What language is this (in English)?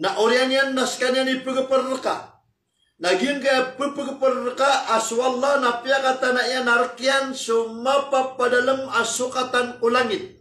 Maranao